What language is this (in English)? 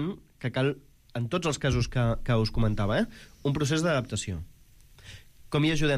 Catalan